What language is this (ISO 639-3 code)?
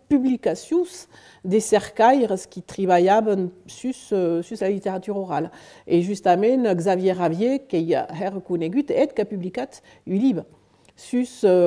oci